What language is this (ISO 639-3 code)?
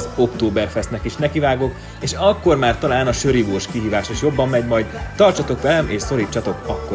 hun